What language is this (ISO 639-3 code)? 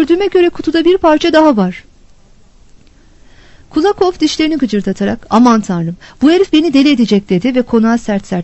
tur